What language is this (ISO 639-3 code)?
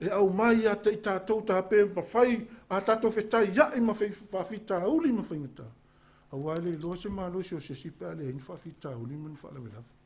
smo